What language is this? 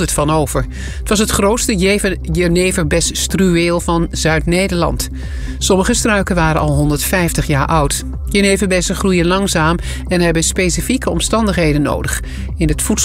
Dutch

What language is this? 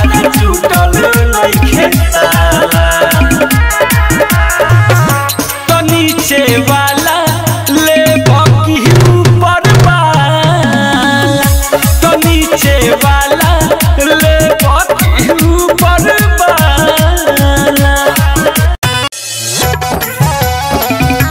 Bhojpuri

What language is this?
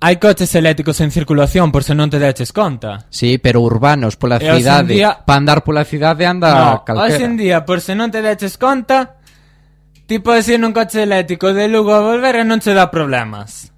Galician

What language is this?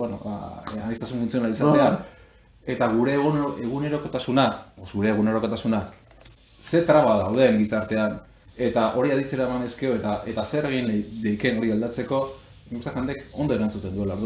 Basque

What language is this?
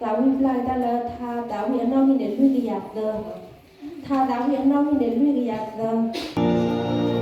S'gaw Karen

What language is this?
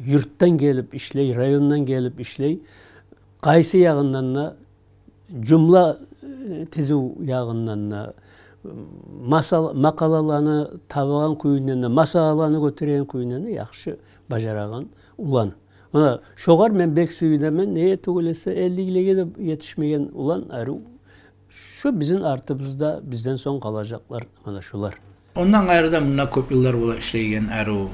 Kumyk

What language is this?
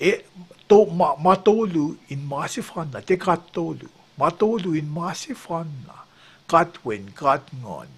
Kosraean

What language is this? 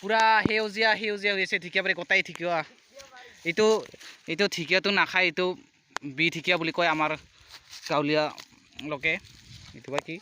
Assamese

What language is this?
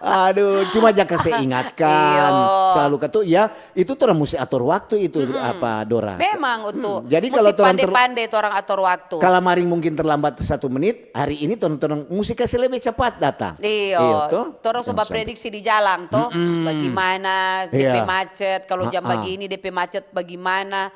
Manado Malay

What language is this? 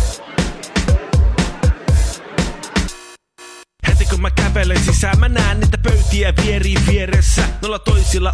Finnish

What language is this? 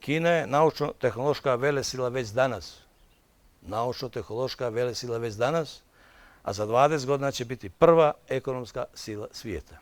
Bosnian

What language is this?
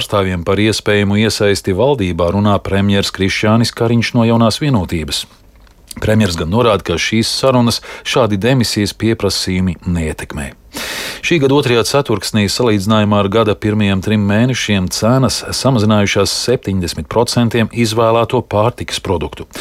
Latvian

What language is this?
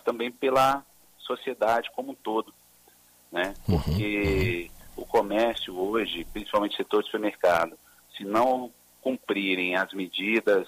Portuguese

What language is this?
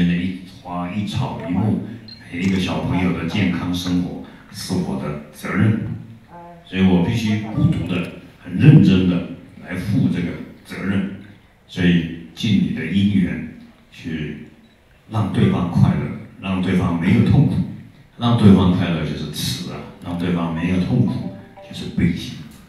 Chinese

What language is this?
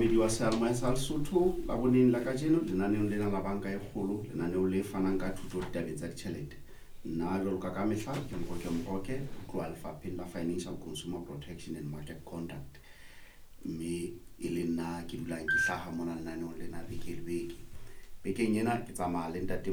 Southern Sotho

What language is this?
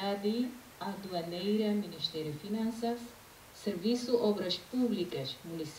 Tetum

